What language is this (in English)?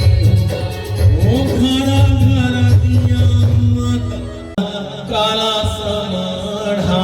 Chhattisgarhi